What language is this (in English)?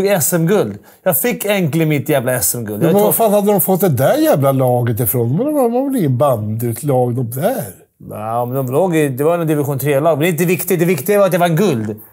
Swedish